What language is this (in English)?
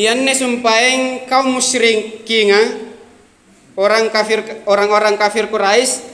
Makasar